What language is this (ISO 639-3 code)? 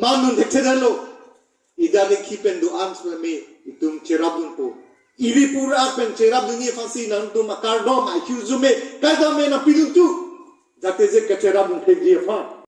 mjw